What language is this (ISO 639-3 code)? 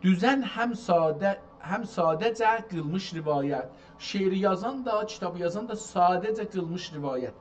azb